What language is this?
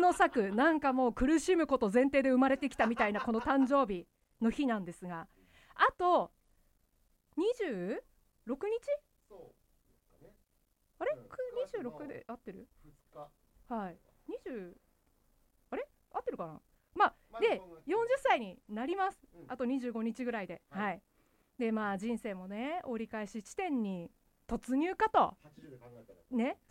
Japanese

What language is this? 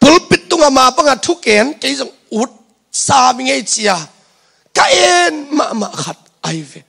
Tedim Chin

